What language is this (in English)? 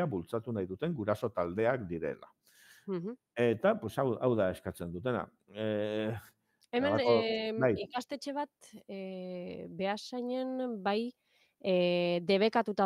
Basque